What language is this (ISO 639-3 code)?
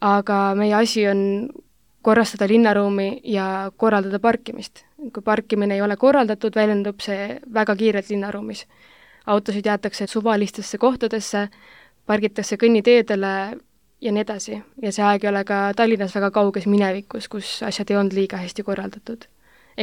est